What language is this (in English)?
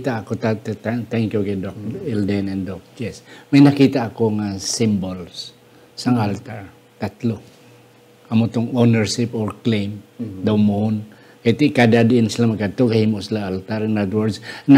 Hiligaynon